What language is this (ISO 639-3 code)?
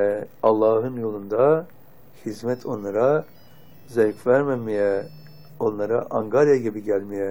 tur